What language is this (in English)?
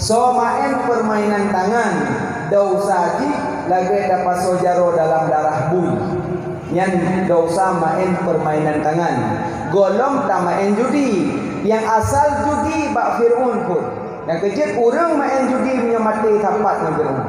Achinese